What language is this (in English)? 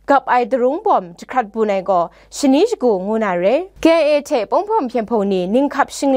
Kachin